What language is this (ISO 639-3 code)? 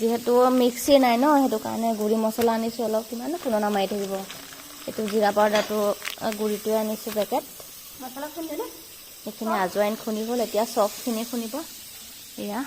asm